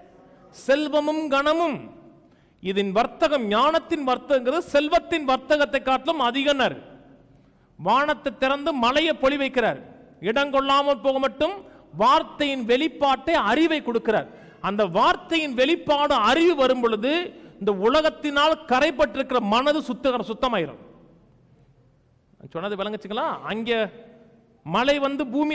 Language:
Tamil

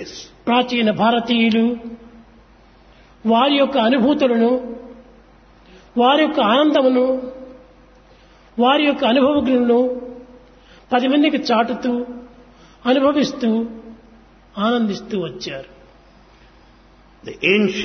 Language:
Telugu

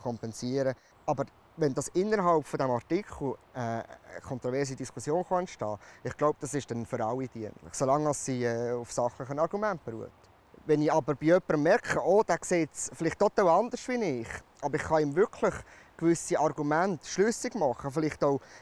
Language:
Swiss German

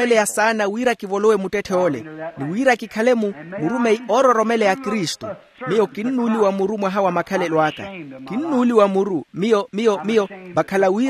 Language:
Makhuwa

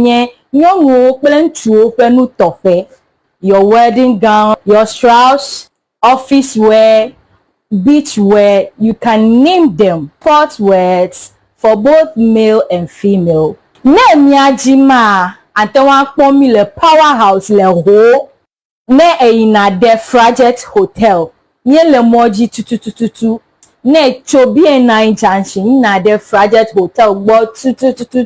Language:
Ewe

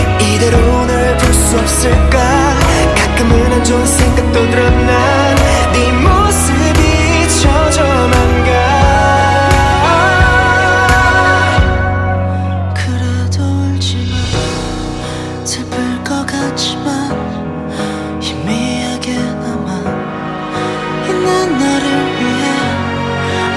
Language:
Korean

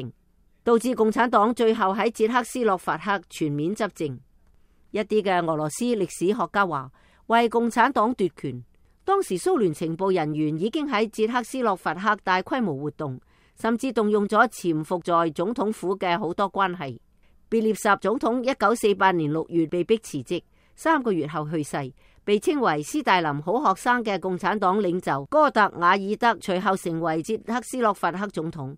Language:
Cantonese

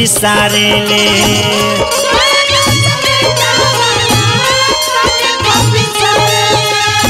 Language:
Bhojpuri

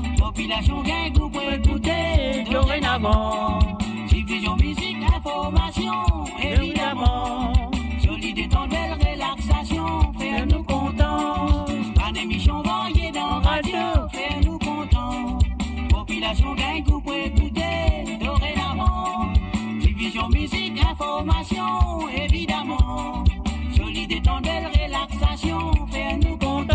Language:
Morisyen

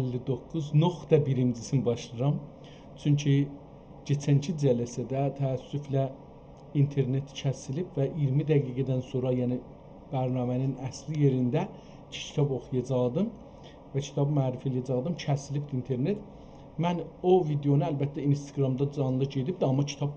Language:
South Azerbaijani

